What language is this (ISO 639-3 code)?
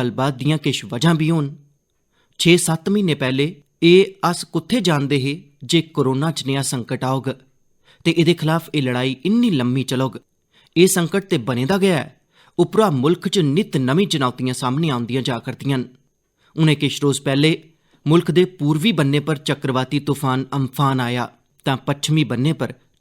doi